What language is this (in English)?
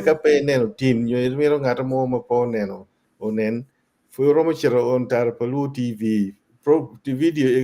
Acoli